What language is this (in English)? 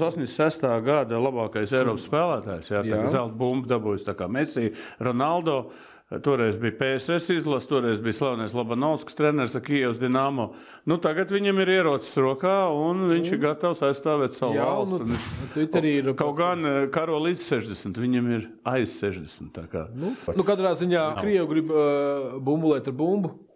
Latvian